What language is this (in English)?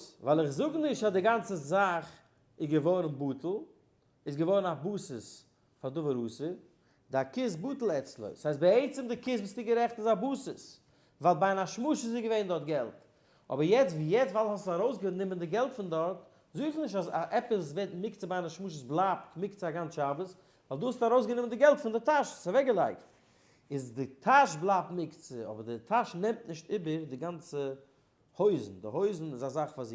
Yiddish